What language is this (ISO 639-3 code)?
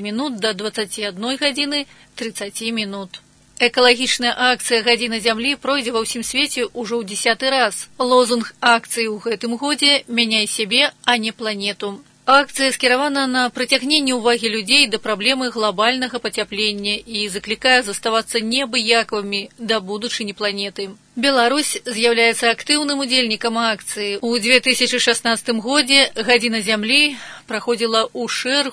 bel